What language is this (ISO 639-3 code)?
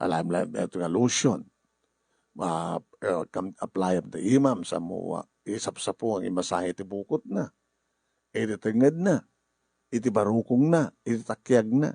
ilo